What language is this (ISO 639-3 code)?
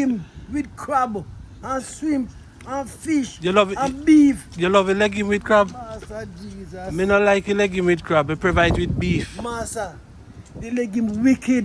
jam